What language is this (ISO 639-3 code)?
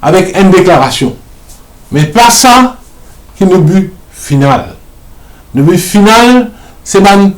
mfe